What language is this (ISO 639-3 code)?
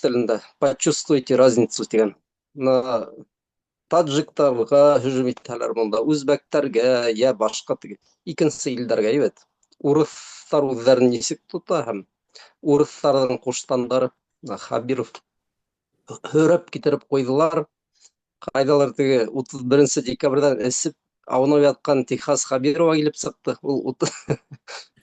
bak